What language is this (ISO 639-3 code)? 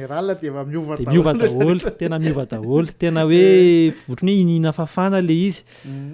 mlg